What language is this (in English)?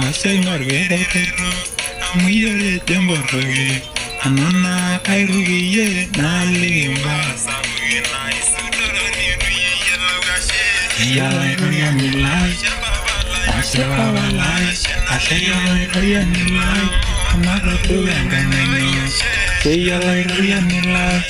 Masai